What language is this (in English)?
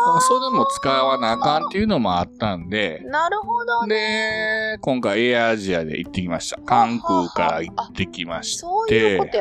Japanese